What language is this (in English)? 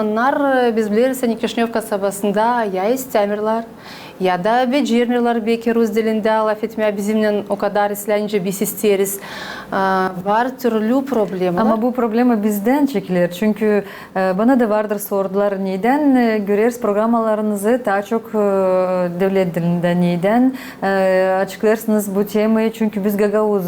Gagauz